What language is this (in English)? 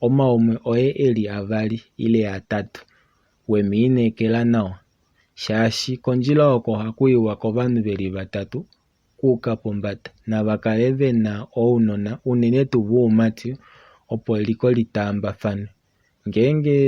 Kuanyama